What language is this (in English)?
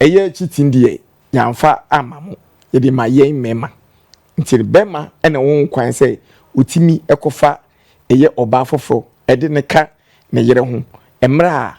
Akan